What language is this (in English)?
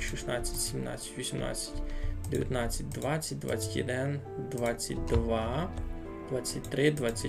Rusyn